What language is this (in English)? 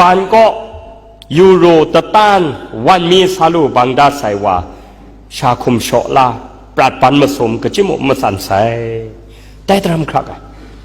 Kachin